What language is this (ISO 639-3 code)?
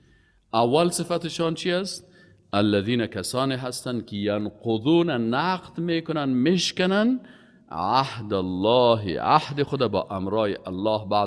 fas